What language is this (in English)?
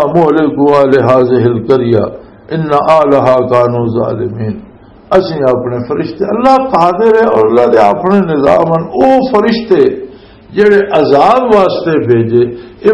Western Panjabi